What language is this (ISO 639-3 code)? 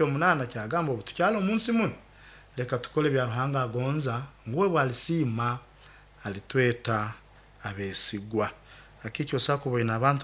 nyo